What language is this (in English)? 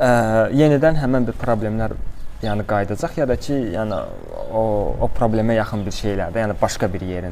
Azerbaijani